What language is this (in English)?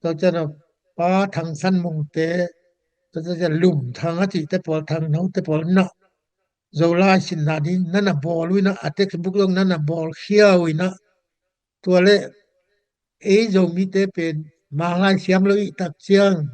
Tedim Chin